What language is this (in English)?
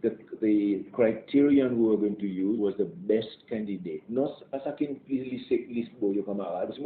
Seselwa Creole French